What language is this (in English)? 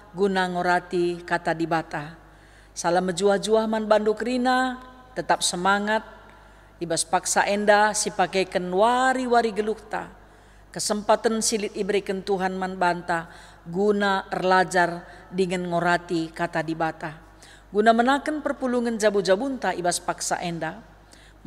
Batak Karo